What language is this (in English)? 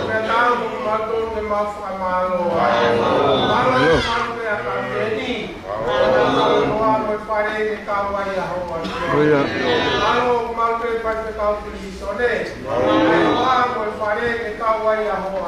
Tongan